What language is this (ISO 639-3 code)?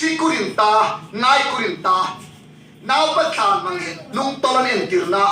hmr